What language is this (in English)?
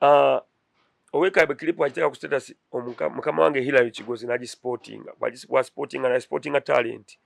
Ganda